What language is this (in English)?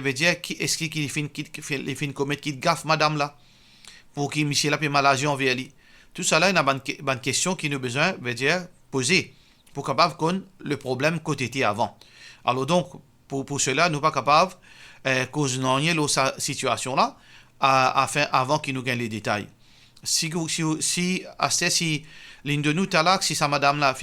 Morisyen